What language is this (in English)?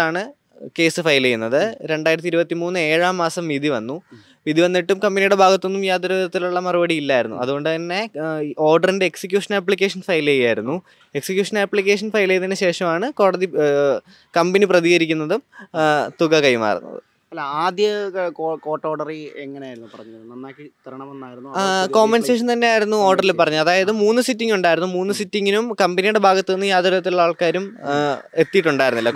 Malayalam